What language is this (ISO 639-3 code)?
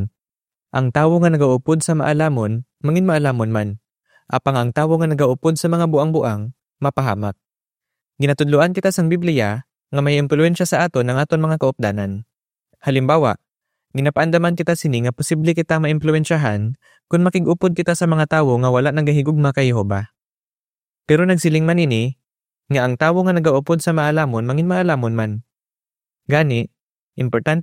hil